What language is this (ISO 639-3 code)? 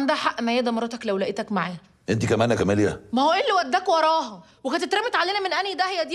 arz